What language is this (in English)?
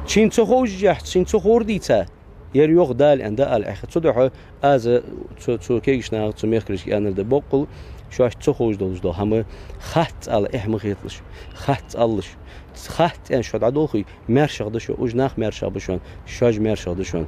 Ingush